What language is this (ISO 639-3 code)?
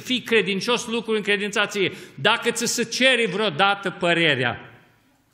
ron